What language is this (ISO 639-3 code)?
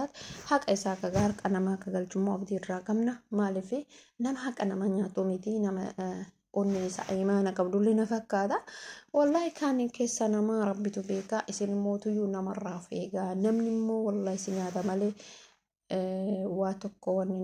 orm